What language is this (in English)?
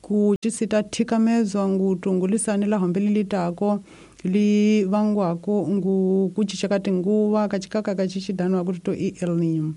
Tsonga